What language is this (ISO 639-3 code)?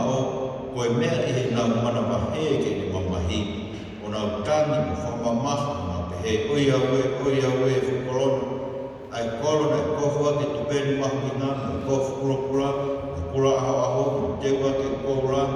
ton